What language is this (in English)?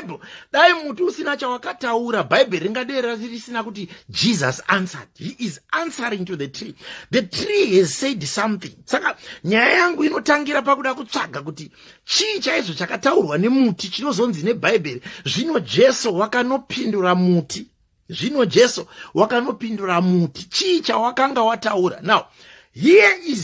Shona